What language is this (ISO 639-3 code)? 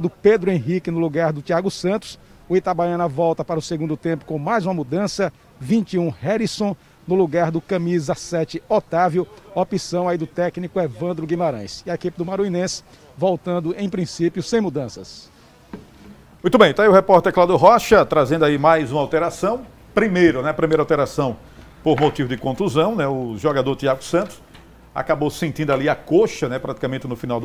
por